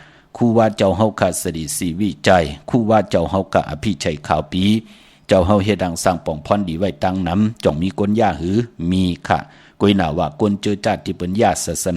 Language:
Shan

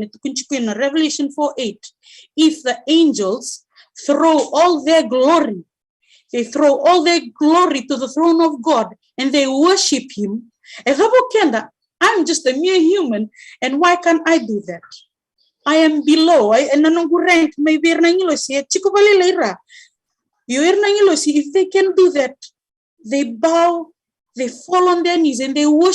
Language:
Fijian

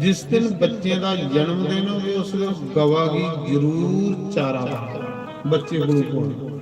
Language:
Dogri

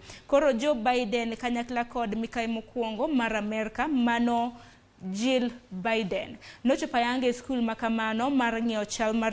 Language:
Luo (Kenya and Tanzania)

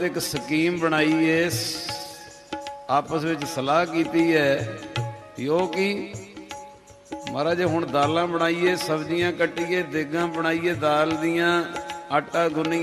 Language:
Punjabi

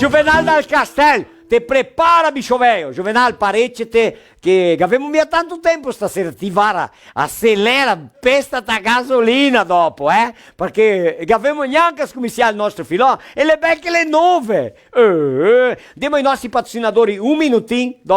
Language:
Venetian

